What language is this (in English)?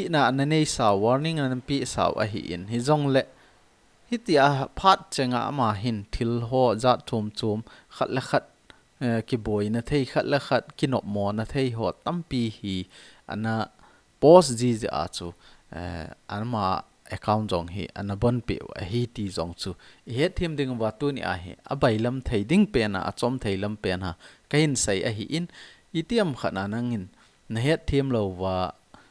Thado Chin